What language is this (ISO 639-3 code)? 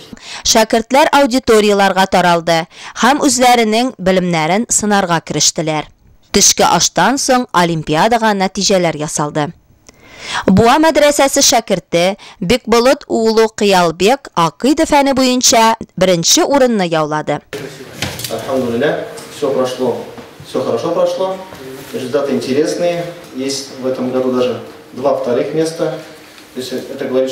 tat